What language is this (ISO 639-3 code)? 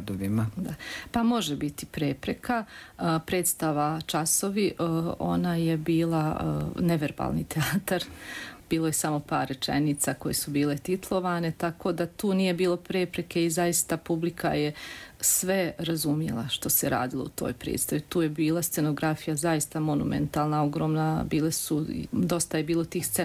bos